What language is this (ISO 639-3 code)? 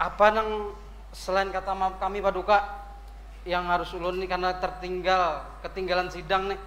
bjn